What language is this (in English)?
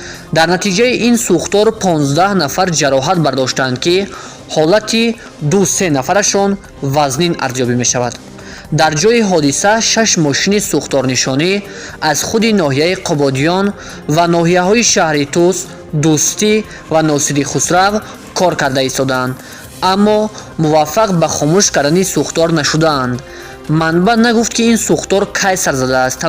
Tajik